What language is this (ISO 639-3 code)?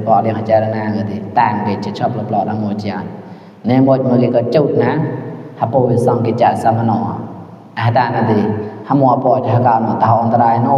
mnw